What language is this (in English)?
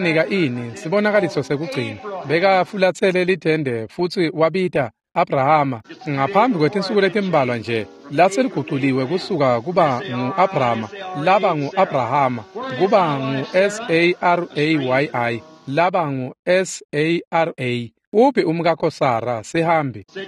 Swati